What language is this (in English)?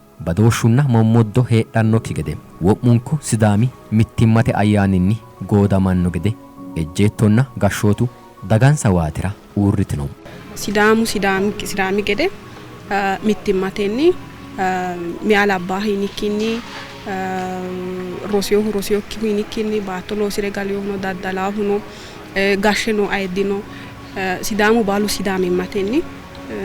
Sidamo